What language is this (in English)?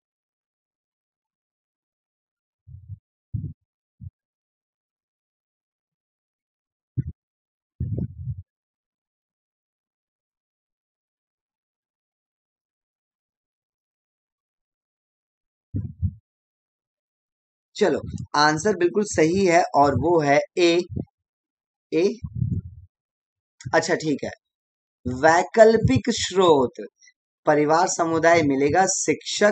Hindi